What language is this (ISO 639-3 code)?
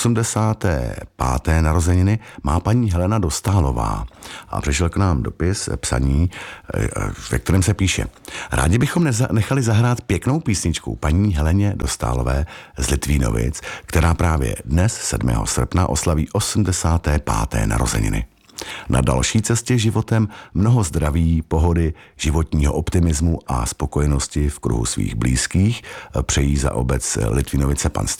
ces